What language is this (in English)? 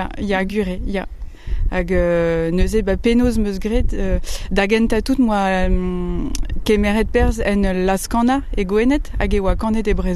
Breton